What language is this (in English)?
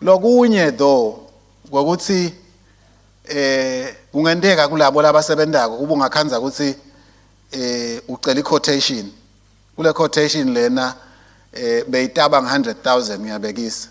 Swati